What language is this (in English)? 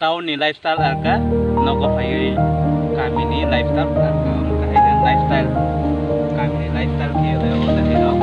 Kok Borok